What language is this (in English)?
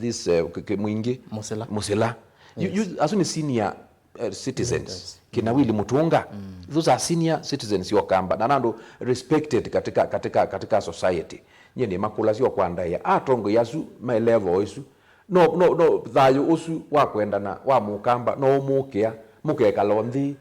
Kamba